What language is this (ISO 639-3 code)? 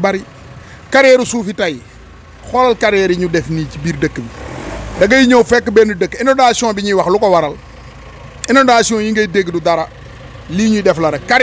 wol